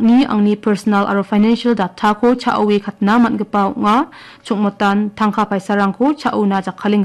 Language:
Garo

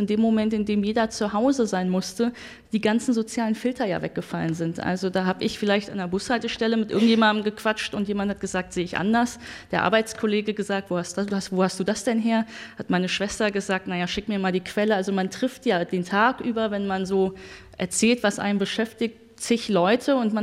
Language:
German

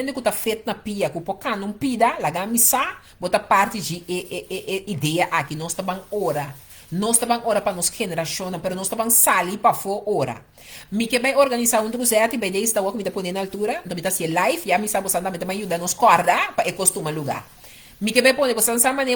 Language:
Papiamento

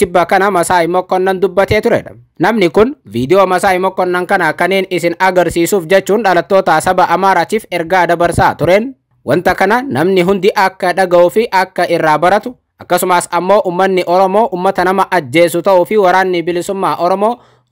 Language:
Oromo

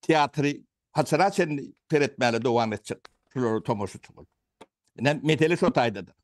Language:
Turkmen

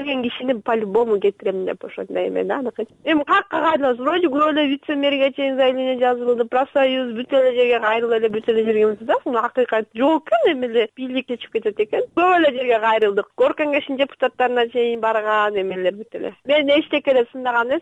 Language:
Kyrgyz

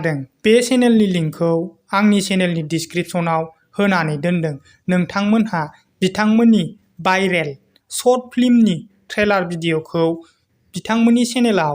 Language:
Bodo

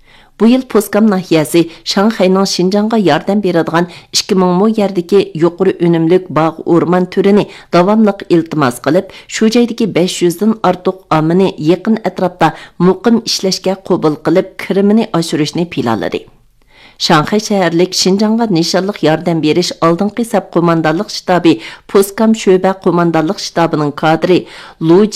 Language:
Uyghur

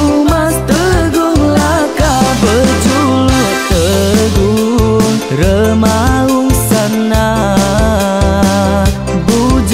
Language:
Iban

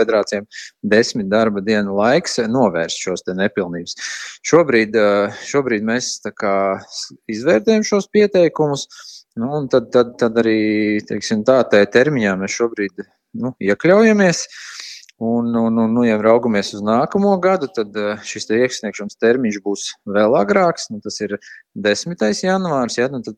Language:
Latvian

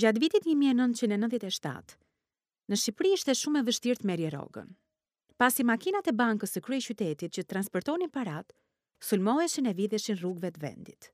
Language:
Albanian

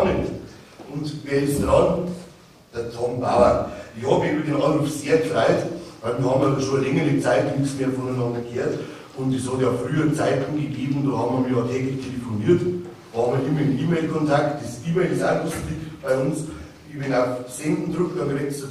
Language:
Bavarian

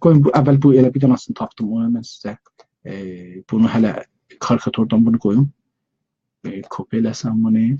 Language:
South Azerbaijani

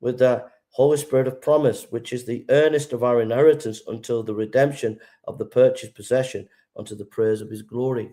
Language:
English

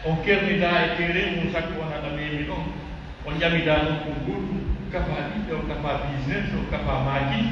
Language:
Pular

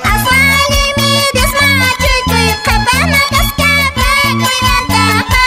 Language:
Quechua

